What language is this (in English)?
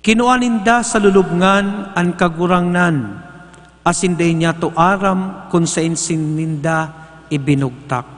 Bikol